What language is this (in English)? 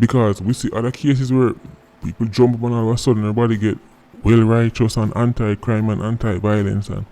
Jamaican Creole English